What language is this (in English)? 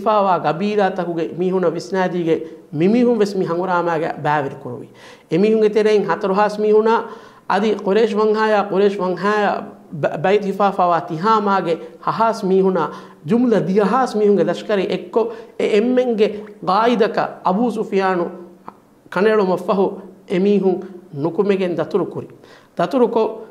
Divehi